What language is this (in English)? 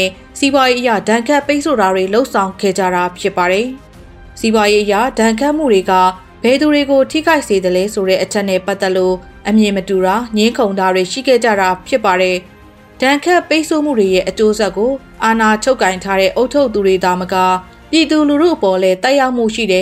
Burmese